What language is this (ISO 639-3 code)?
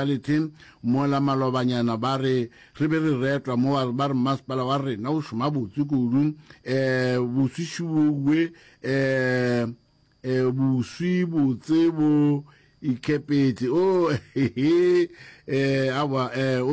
nso